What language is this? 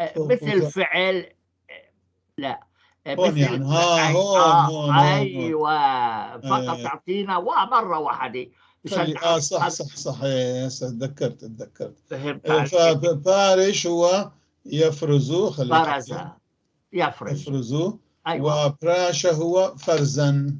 North Levantine Arabic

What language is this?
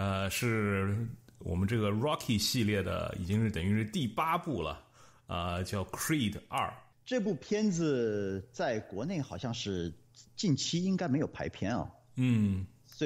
Chinese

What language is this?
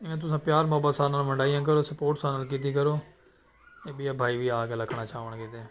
Saraiki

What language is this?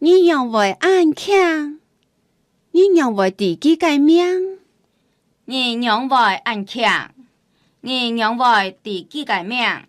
Hakka Chinese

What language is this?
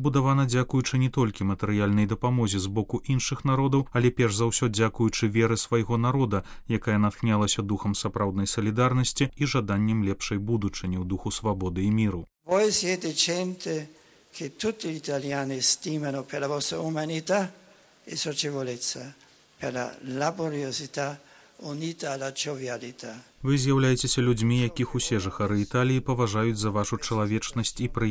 Belarusian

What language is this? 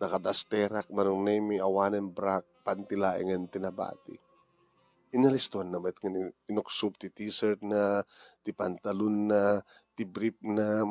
Iloko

